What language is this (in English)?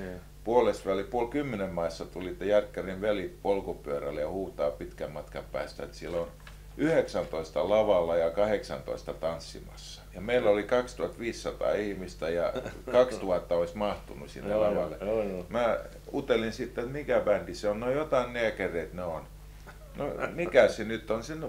Finnish